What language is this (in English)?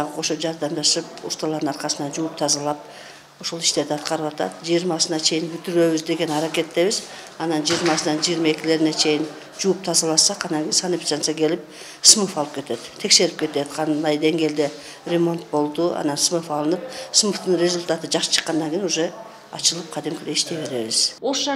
Kyrgyz